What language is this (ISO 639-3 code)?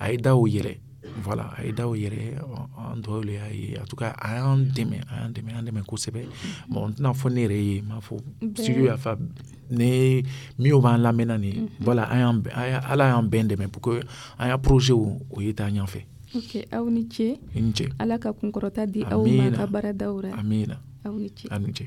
dyu